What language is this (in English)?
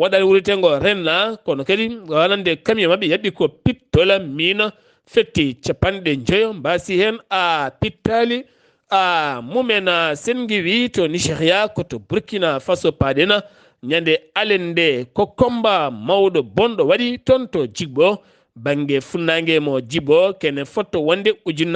Fula